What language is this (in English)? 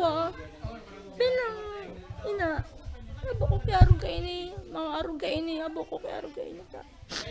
Bikol